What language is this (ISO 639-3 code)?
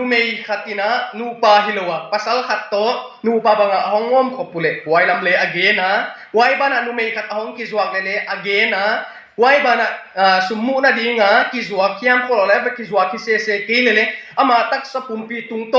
ctd